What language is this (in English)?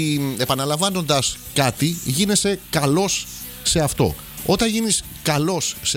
Greek